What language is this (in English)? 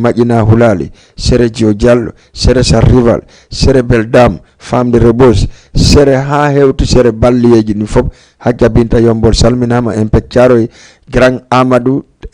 Fula